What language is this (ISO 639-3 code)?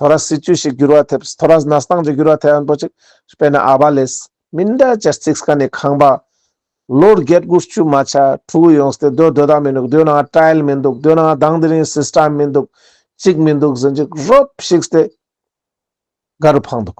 lbj